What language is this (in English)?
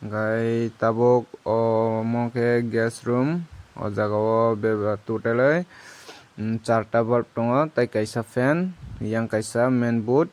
Kok Borok